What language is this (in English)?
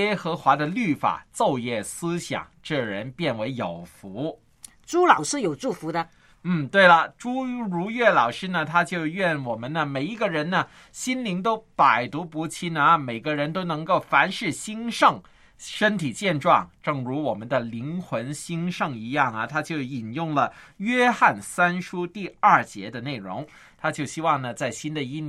Chinese